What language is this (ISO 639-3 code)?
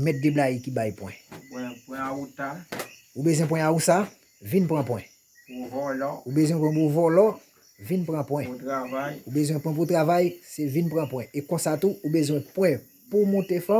hat